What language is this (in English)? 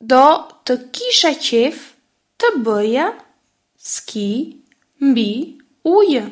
Albanian